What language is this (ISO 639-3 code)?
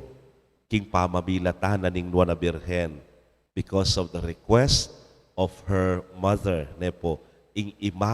pam